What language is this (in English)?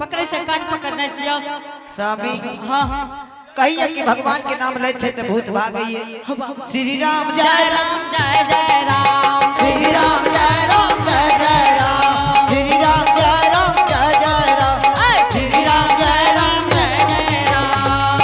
Angika